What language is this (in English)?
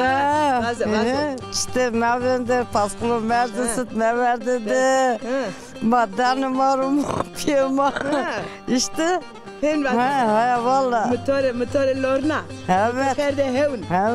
Zaza